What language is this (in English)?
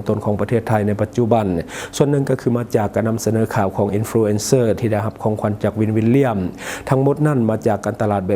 Lao